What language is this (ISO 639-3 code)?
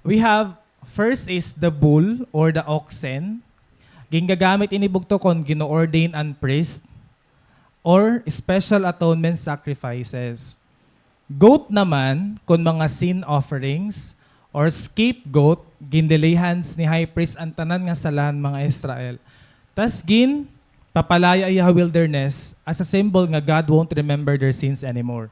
war